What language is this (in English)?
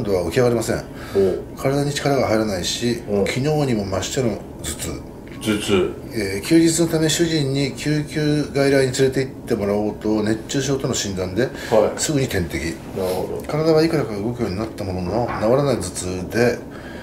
Japanese